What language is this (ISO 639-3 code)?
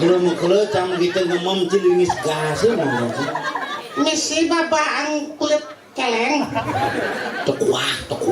ban